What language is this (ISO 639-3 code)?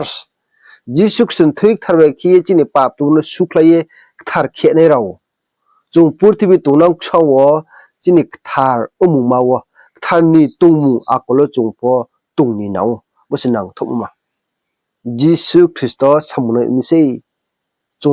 ria